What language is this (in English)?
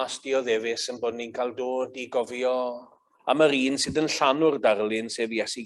Welsh